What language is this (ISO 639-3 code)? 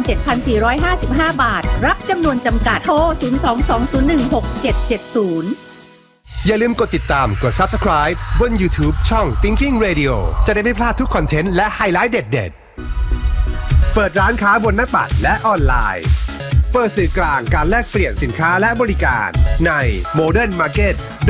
tha